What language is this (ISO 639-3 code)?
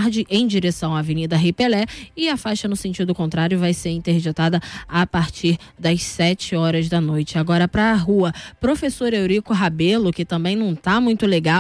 por